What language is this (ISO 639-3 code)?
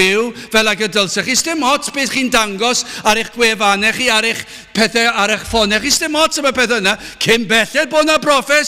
cym